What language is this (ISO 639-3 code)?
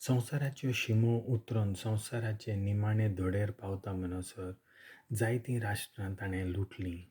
kok